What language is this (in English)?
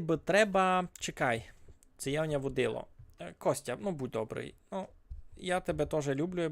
Rusyn